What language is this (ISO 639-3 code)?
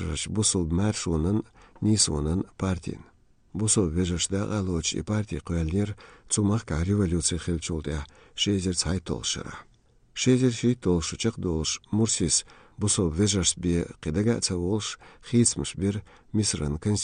che